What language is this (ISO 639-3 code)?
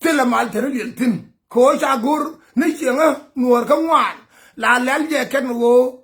nus